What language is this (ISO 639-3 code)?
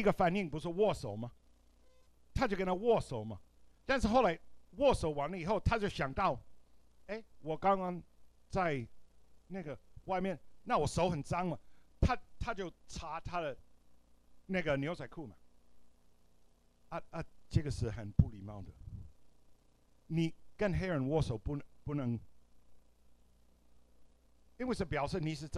zho